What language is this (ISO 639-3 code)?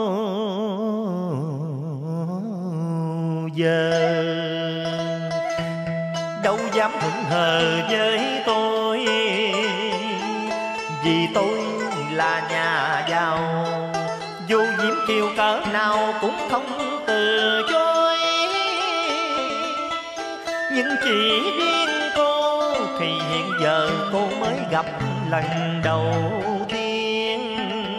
vie